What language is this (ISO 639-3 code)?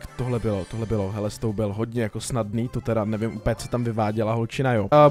ces